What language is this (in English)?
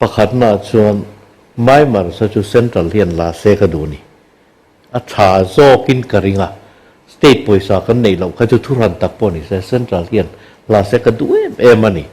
Mizo